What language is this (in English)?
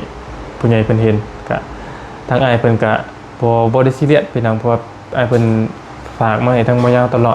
Lao